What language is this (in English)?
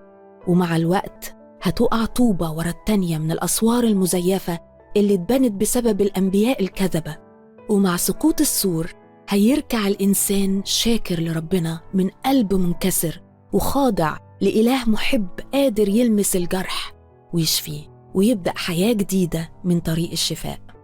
Egyptian Arabic